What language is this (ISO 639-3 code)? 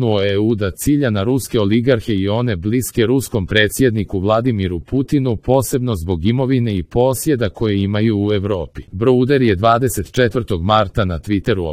hrv